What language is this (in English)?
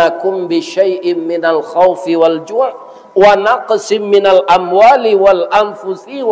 Minangkabau